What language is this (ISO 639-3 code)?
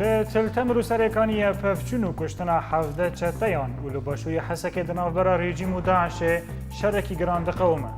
kur